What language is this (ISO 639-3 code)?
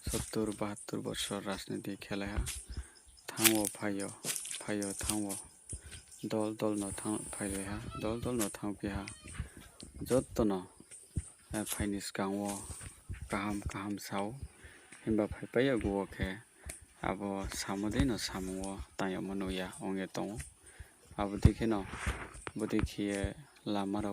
ria